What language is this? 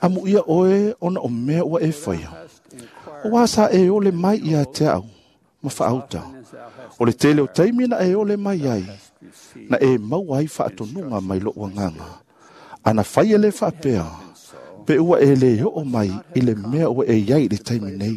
Samoan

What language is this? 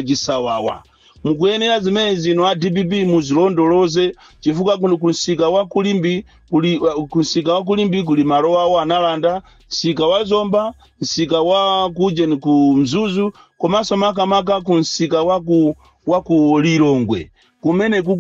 Nyanja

